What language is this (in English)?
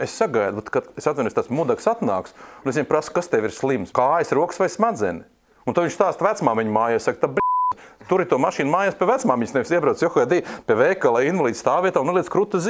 Latvian